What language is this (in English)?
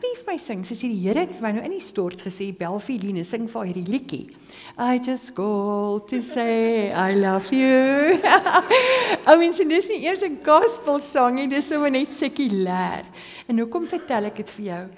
Afrikaans